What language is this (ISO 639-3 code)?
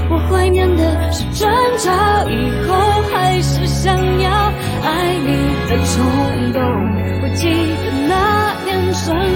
zho